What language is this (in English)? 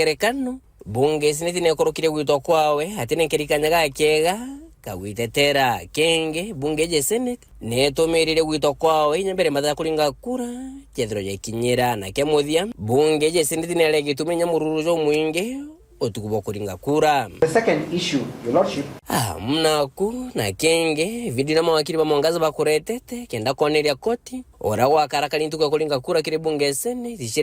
Meru